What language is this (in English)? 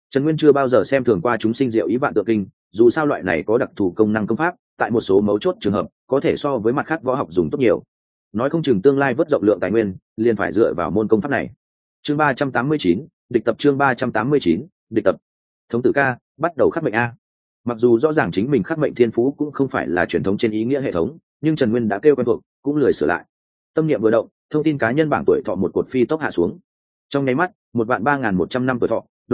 Vietnamese